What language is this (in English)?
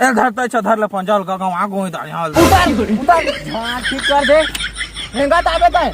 Chhattisgarhi